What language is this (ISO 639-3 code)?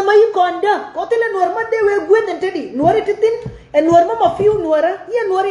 nus